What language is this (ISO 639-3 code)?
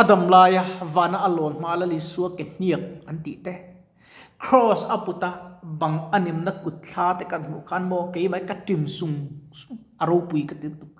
lus